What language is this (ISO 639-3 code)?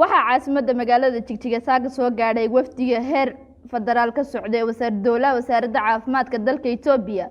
som